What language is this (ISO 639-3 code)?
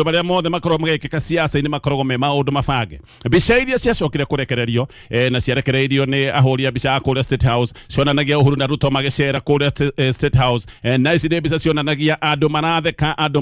kik